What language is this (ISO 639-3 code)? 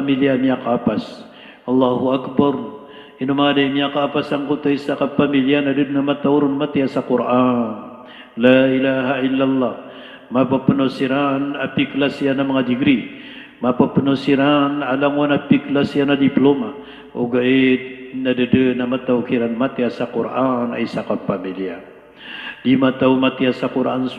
mrw